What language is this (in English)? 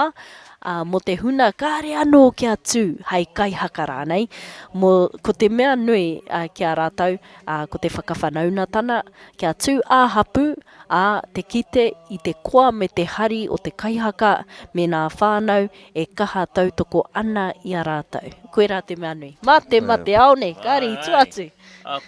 Māori